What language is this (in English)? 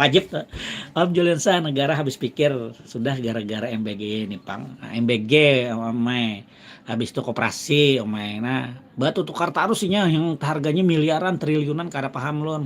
Banjar